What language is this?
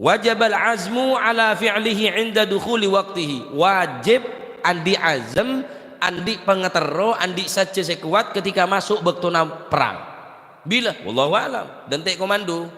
Madurese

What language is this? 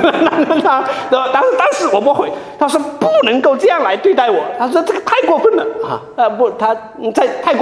Chinese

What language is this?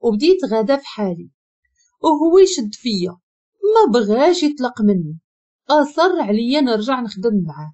Moroccan Arabic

